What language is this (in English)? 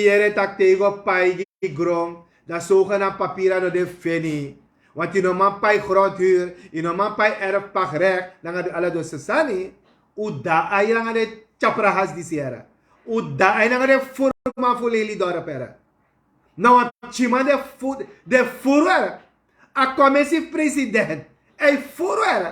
Sranan Tongo